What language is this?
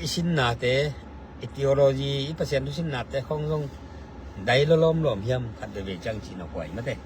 Tedim Chin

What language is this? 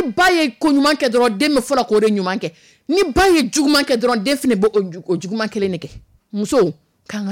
Dyula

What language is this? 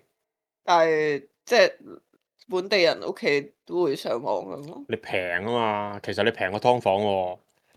Cantonese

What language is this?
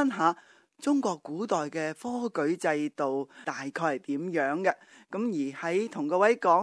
Cantonese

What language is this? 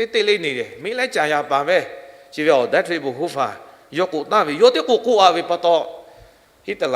Lahu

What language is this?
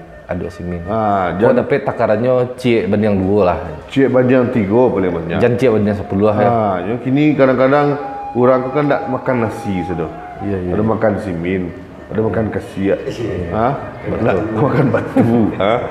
Minangkabau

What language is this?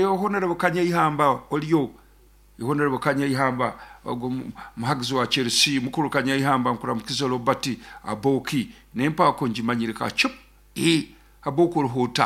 Nyoro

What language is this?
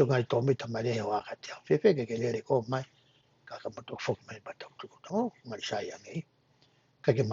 Tongan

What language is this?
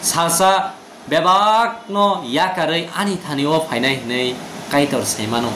Kok Borok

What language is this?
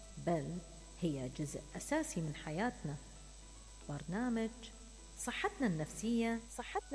Mesopotamian Arabic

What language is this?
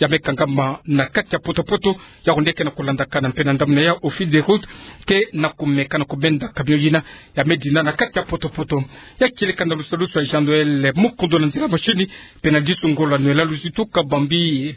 Kituba (Democratic Republic of Congo)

